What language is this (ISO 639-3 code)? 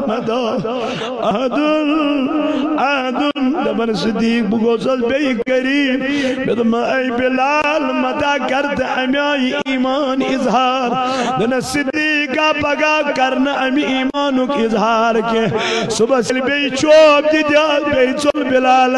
kas